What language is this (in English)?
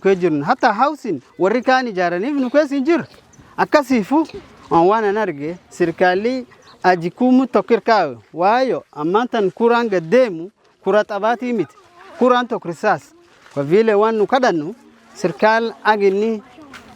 Somali